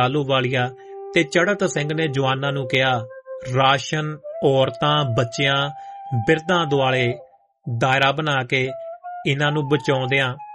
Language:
Punjabi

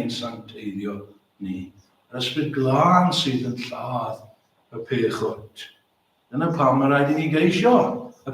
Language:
Welsh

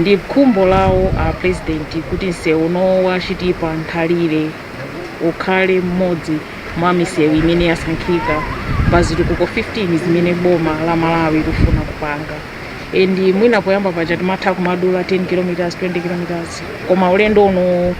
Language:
Nyanja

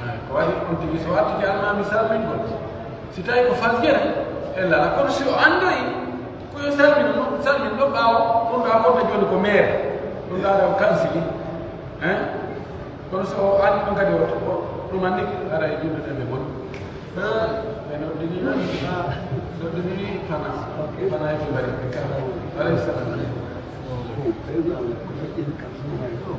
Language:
Pular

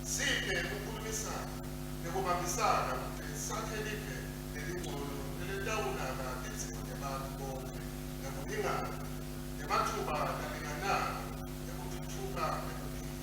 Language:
Swati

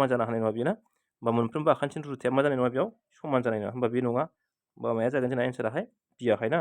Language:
Bodo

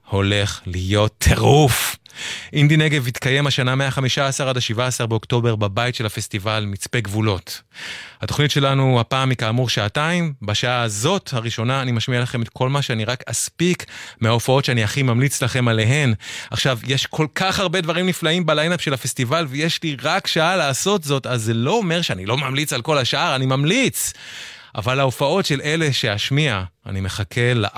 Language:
Hebrew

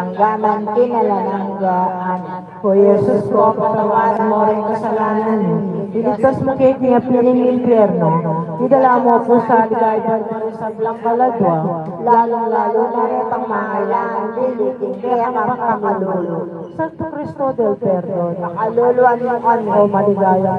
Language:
Pampanga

